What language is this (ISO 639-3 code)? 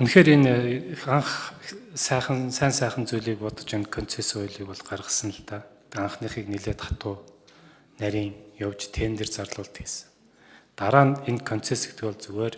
mon